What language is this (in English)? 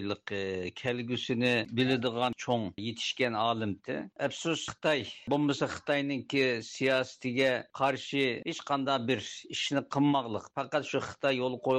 Uyghur